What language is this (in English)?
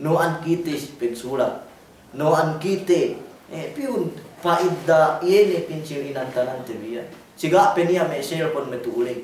Yakan